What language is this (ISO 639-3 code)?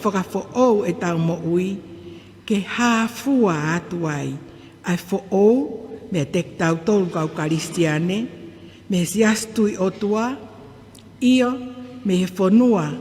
ton